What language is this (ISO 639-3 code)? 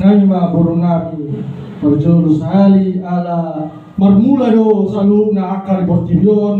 bbc